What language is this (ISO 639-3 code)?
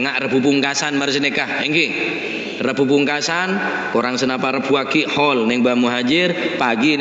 mad